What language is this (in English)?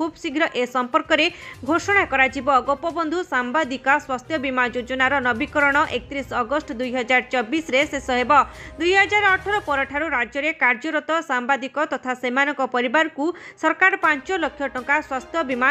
Odia